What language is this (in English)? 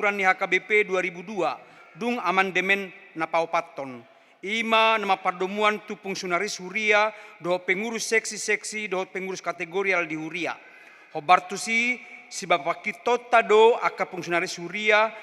Batak Toba